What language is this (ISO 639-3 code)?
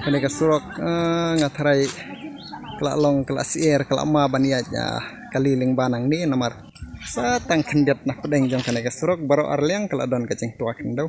kha